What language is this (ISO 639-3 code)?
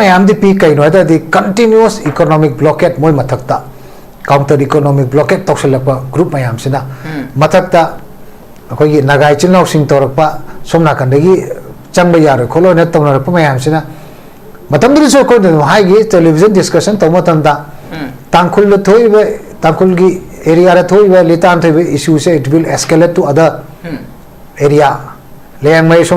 mni